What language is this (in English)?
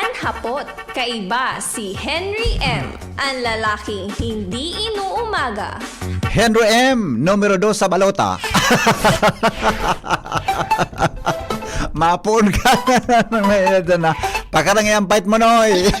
Bikol